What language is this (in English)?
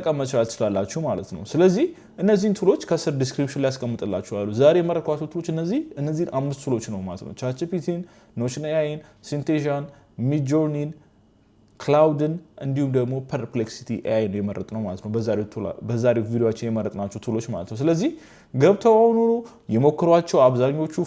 Amharic